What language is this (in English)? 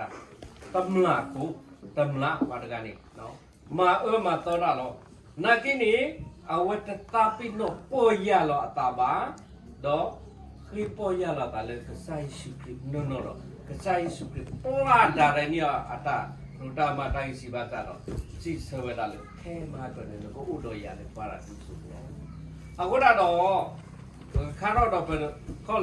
S'gaw Karen